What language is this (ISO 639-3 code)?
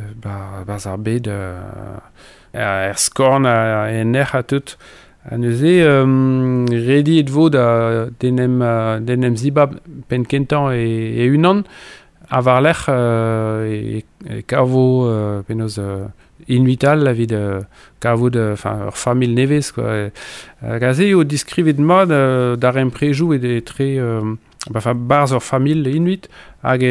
bre